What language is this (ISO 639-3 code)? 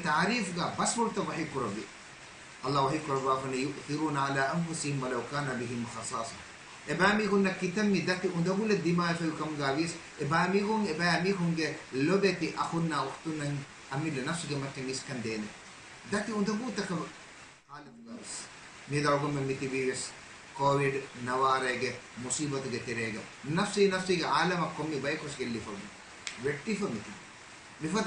div